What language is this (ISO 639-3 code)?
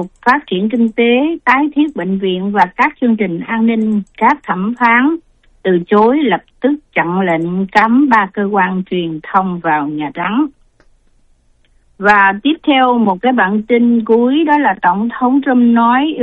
vie